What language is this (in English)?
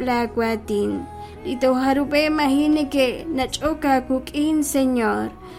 Kekchí